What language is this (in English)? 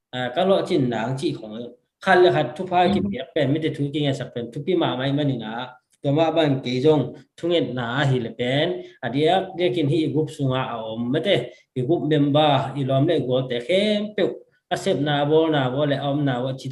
Tedim Chin